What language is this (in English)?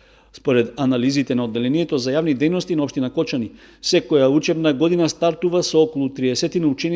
Macedonian